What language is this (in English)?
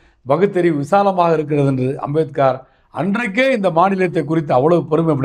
Tamil